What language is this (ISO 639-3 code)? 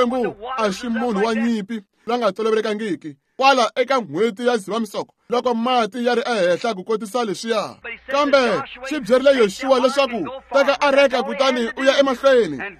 tso